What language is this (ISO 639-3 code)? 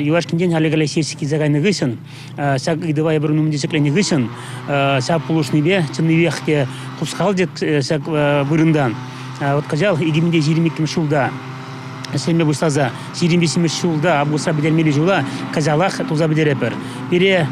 chv